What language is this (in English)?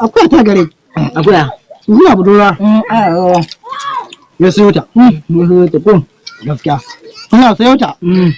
Hausa